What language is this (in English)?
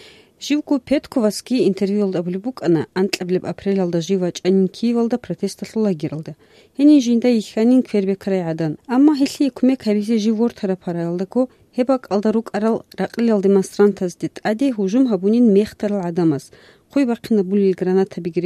Avaric